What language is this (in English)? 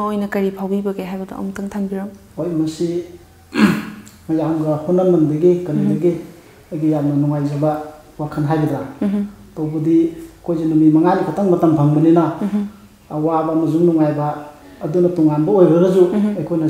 Manipuri